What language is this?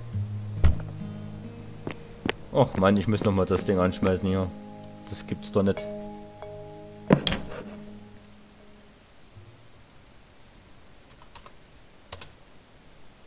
German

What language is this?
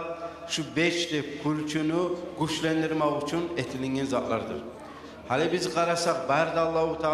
Kumyk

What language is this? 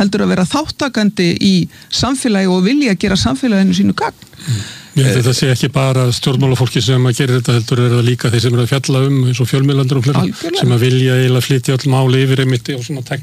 Icelandic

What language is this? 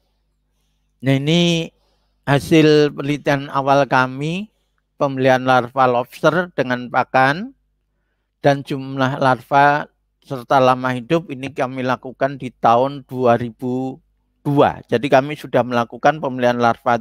Indonesian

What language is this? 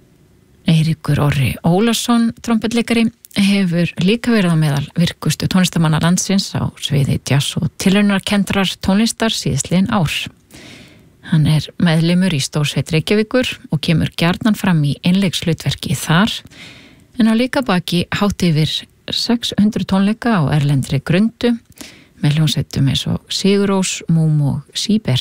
Icelandic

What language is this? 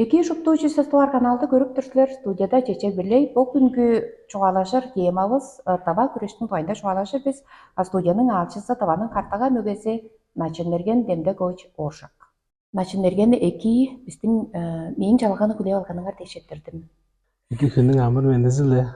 Tuvinian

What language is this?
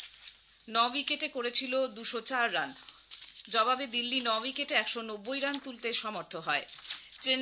Bangla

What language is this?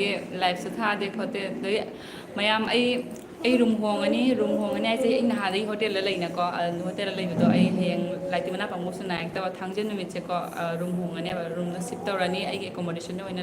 Manipuri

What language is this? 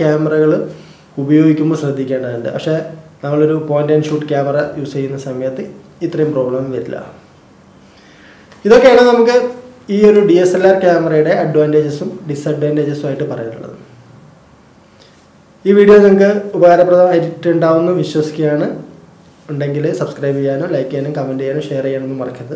Malayalam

